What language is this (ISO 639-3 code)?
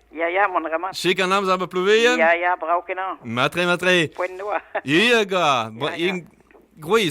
bre